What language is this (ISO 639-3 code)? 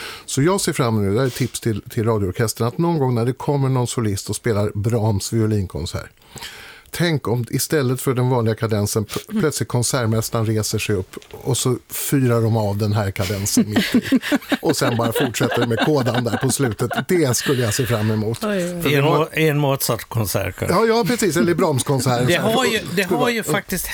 swe